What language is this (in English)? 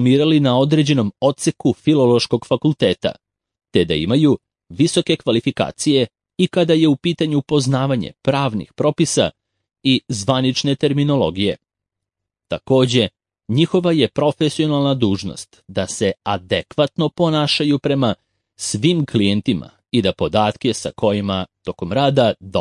Serbian